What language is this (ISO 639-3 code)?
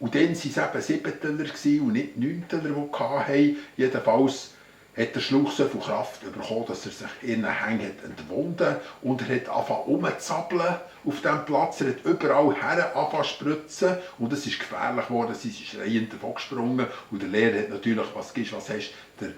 gsw